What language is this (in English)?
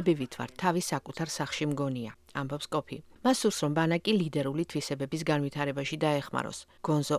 Georgian